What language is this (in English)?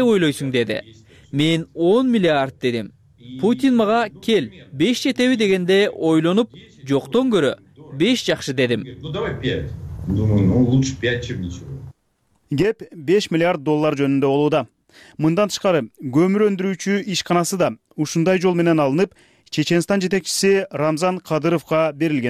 Kyrgyz